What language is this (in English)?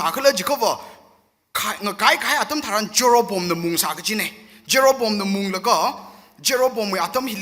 Tangkhul Naga (India)